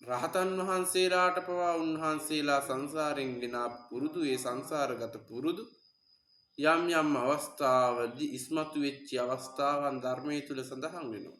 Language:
Sinhala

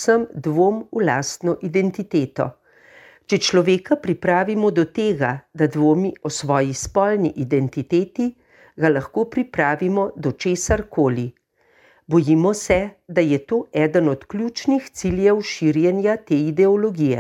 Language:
Slovenian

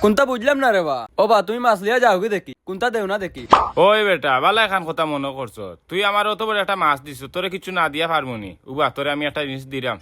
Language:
Sylheti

